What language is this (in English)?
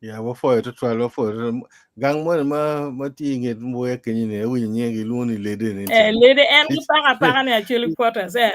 Acoli